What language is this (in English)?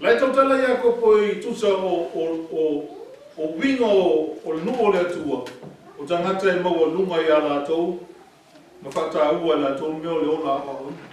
Samoan